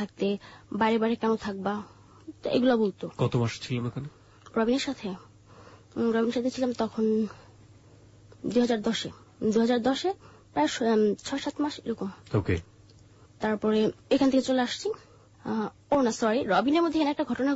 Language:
Bangla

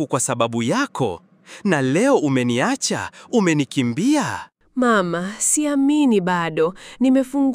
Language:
Swahili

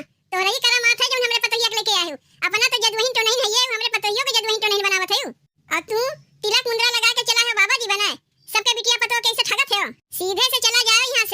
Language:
Awadhi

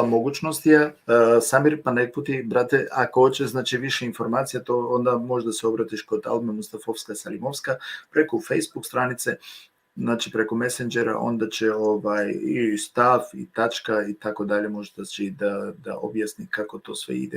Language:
Balkan Romani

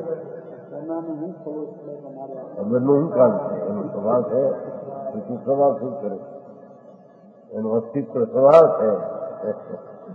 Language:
Gujarati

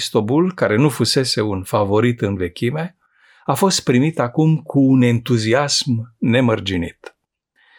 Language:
Romanian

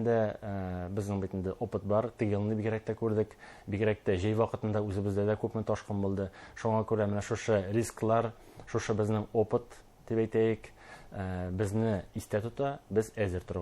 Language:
Bashkir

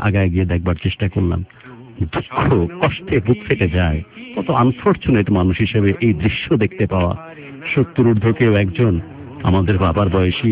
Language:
Bangla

